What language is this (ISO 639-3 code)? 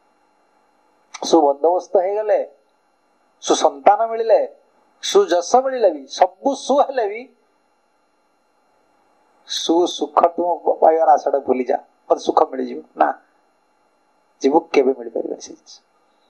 ori